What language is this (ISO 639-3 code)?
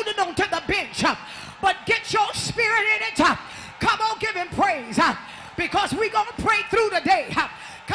eng